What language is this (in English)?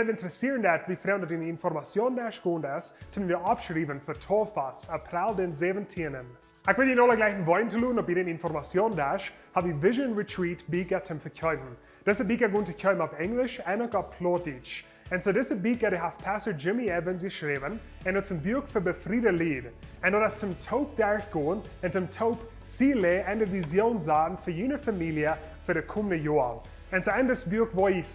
Plautdietsch